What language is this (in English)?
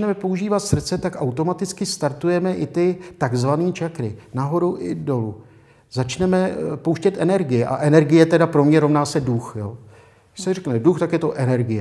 Czech